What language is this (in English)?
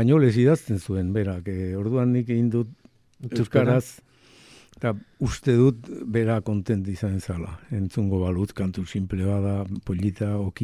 Basque